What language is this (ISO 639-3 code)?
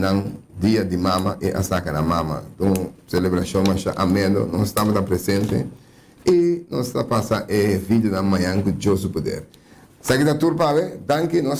pap